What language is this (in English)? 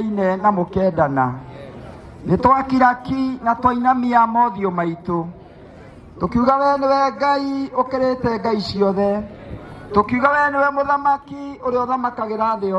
Kikuyu